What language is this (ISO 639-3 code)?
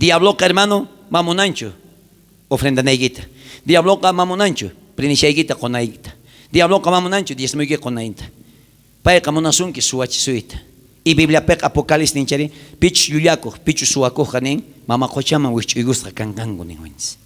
quh